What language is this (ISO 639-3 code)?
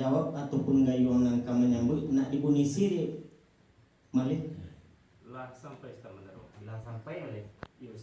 min